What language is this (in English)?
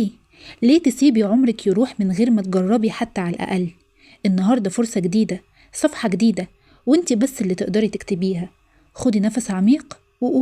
Egyptian Arabic